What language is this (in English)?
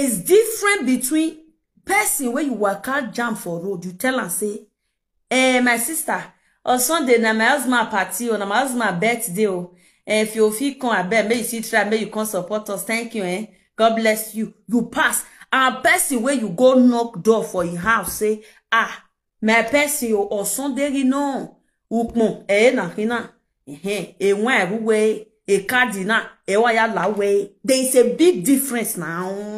Nigerian Pidgin